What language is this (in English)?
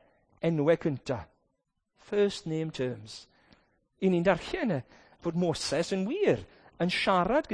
Welsh